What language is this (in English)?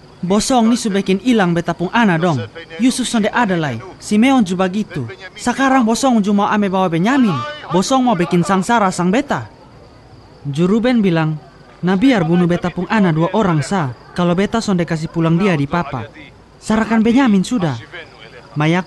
Kupang Malay